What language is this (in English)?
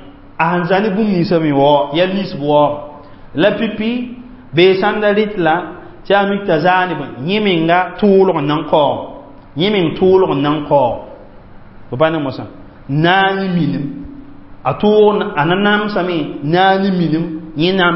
Mossi